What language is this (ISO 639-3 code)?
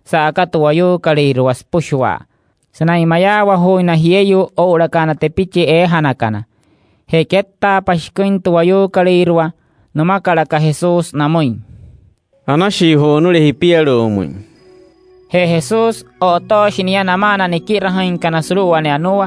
guc